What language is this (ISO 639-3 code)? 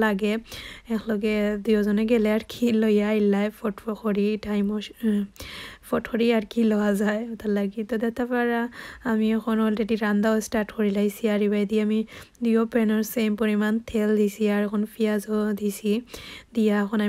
syl